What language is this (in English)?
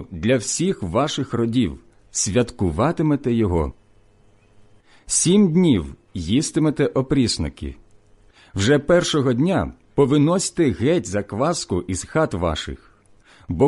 Ukrainian